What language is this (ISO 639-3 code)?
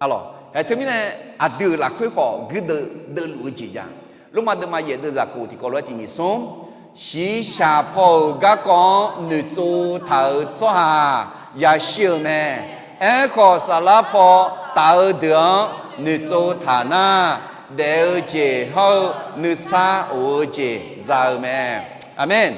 ahk